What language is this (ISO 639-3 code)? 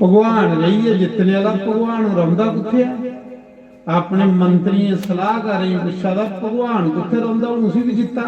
doi